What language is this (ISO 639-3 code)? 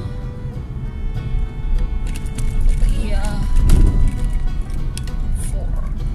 tha